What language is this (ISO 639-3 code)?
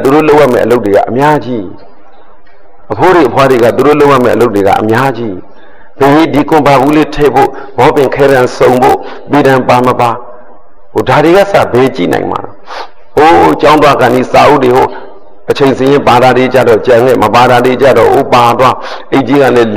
mya